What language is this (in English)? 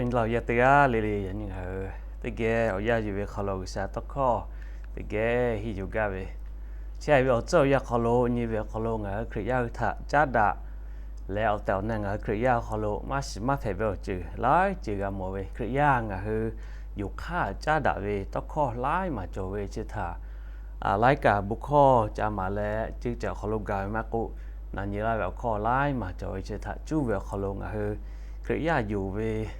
Lahu